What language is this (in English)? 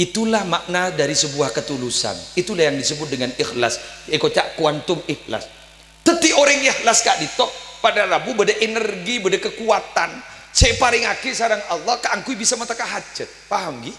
Madurese